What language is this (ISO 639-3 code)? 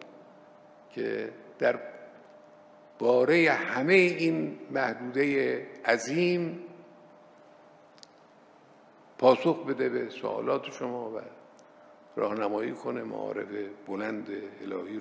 fas